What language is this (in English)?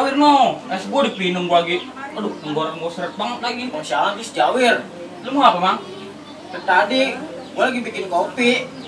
Betawi